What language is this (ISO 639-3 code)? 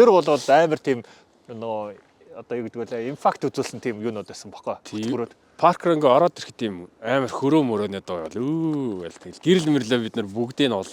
mon